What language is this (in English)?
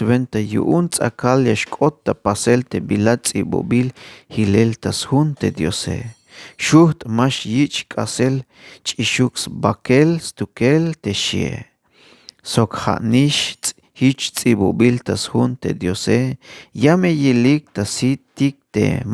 Tzeltal